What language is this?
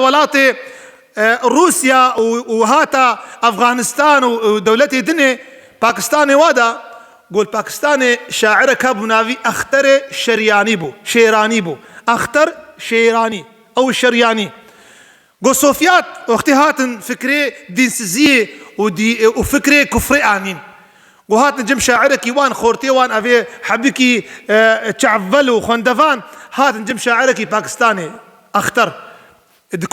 Kurdish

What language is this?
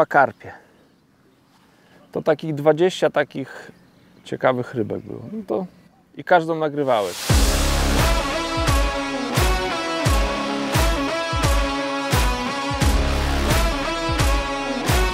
Polish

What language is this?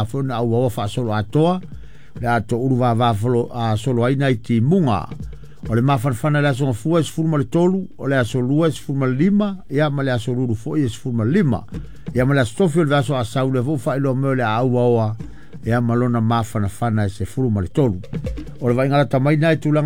Samoan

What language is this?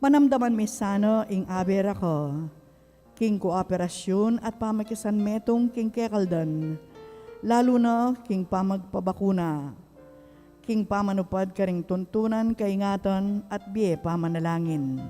Pampanga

